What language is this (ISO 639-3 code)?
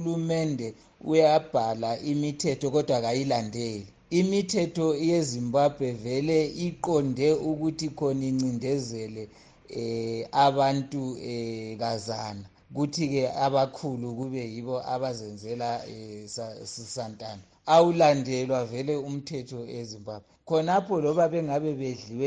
nde